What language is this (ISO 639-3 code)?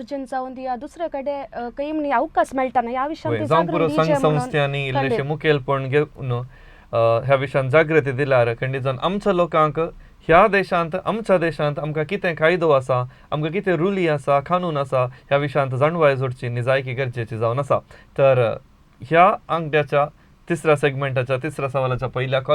kok